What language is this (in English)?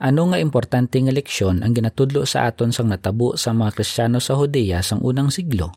Hiligaynon